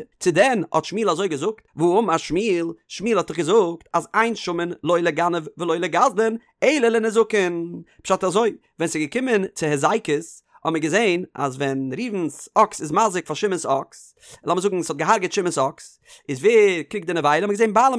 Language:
Yiddish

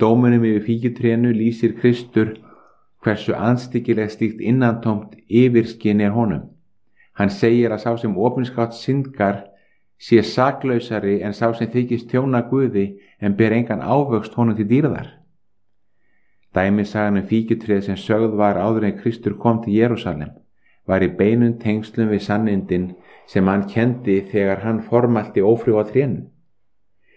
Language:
Icelandic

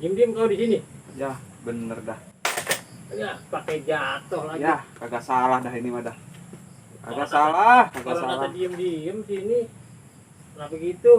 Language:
Betawi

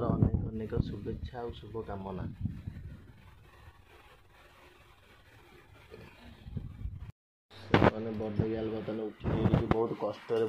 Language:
Odia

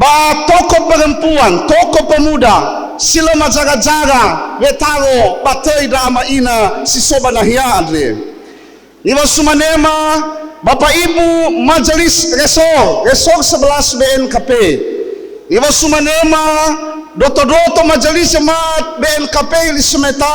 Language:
Nias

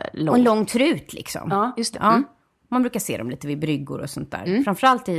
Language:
Swedish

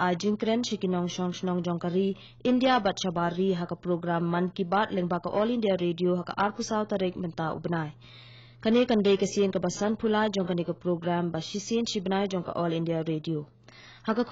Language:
Khasi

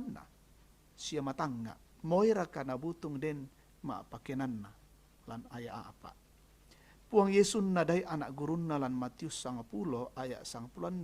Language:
Toraja-Sa'dan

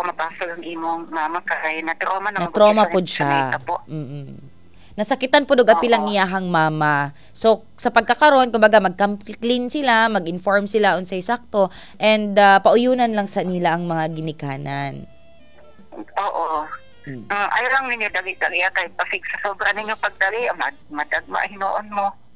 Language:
Cebuano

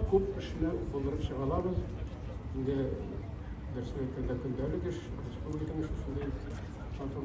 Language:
Tatar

